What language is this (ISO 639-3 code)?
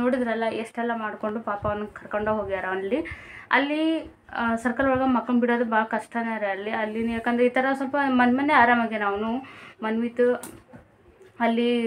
kan